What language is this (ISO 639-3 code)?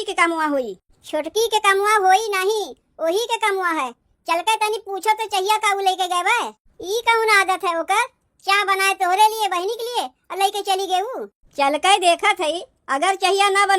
awa